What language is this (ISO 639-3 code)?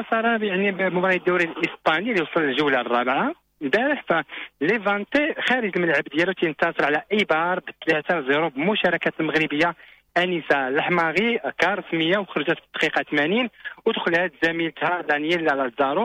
ary